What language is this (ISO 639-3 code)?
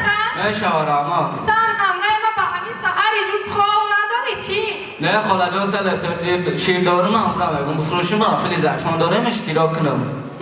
tgk